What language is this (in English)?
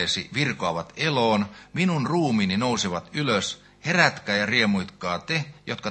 Finnish